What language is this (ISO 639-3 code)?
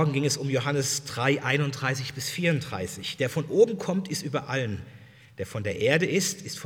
deu